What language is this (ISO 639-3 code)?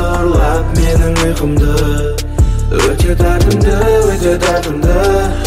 kaz